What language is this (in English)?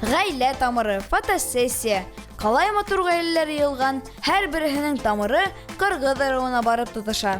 Bashkir